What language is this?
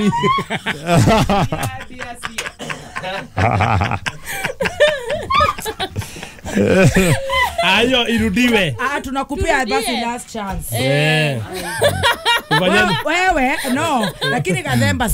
Kikuyu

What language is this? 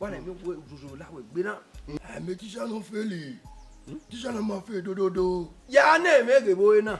Bini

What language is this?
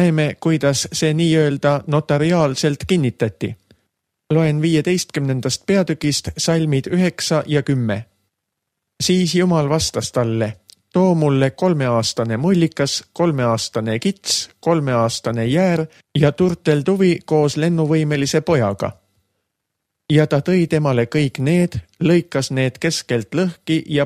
Estonian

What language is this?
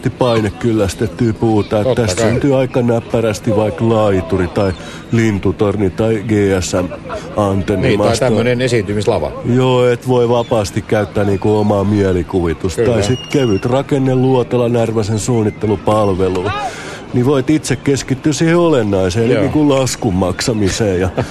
Finnish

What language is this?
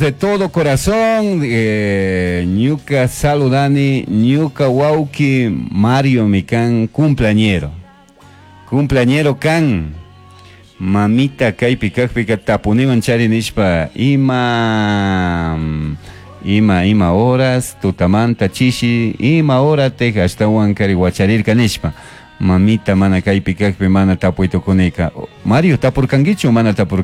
Chimborazo Highland Quichua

